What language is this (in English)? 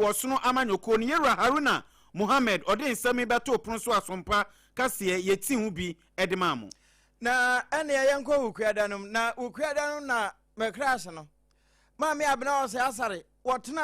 Akan